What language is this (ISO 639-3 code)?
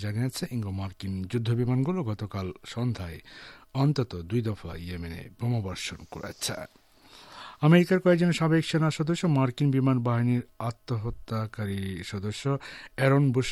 ben